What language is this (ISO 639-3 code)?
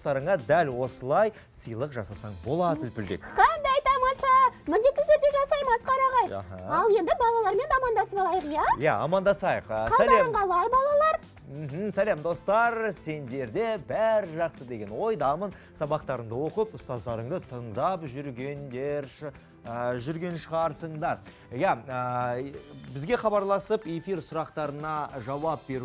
kaz